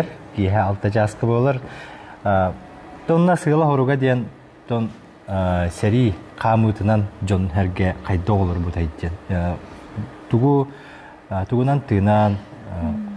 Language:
Yakut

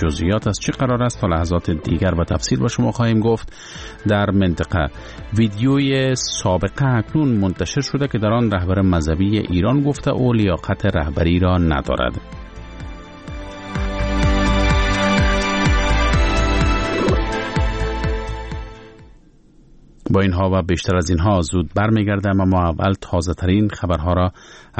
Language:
Persian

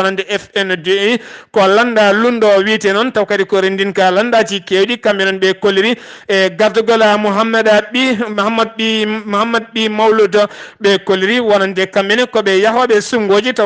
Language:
Fula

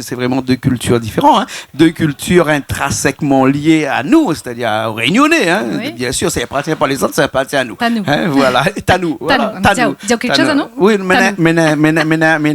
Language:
Réunion Creole French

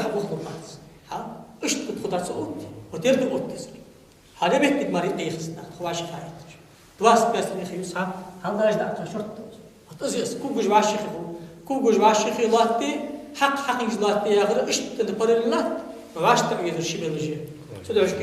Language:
Ingush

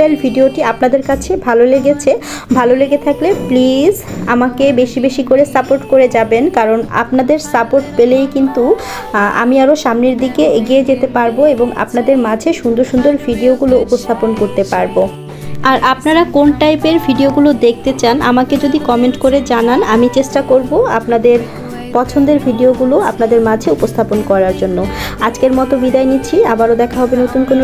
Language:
Bangla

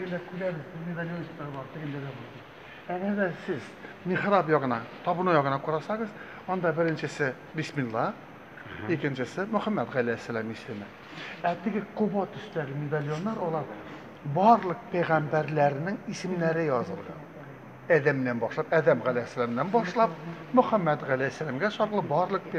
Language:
Tatar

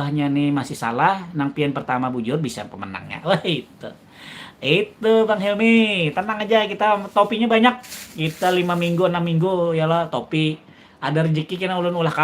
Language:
Banjar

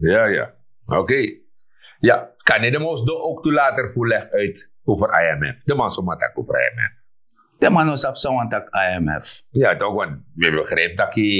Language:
Sranan Tongo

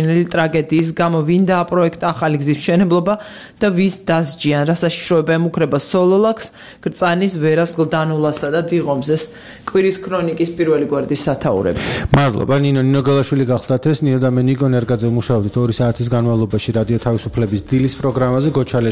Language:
Georgian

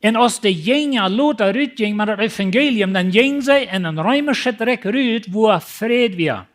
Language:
Plautdietsch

